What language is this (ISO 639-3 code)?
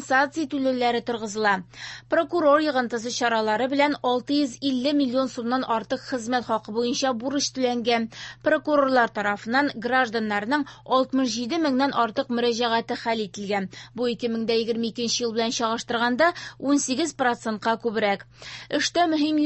tat